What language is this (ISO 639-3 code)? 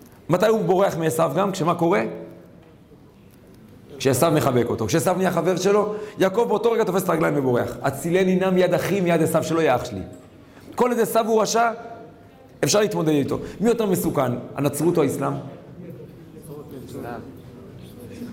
heb